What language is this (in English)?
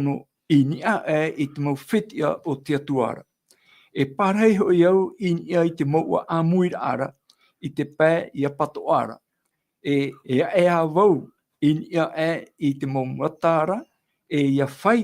Tahitian